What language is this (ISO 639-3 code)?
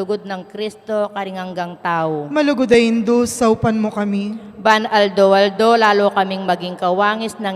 pam